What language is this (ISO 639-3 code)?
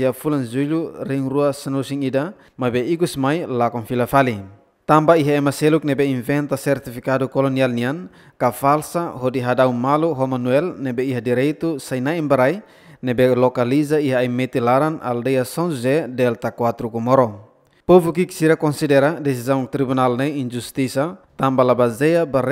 tet